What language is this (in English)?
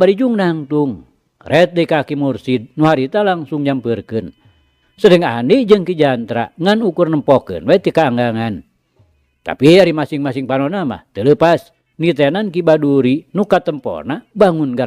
Sundanese